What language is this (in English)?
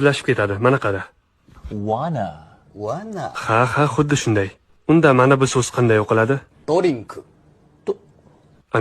Uzbek